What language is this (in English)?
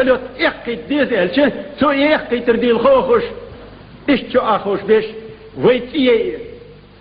Chechen